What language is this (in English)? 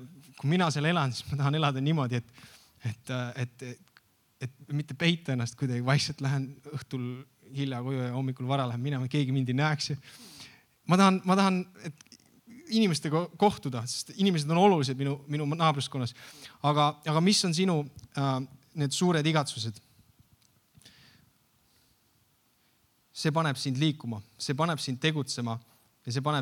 Estonian